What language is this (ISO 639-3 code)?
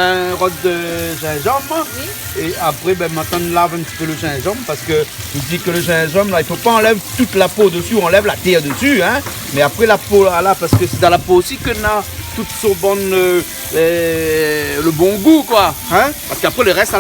rcf